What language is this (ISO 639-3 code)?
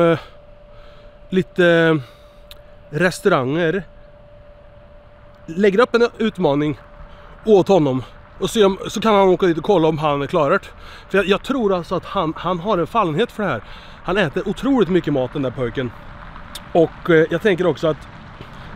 swe